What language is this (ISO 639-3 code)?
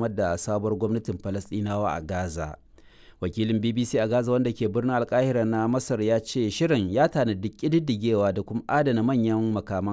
hau